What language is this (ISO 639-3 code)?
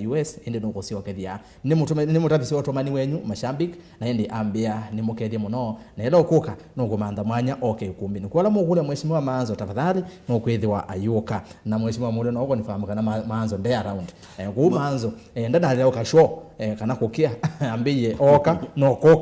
kam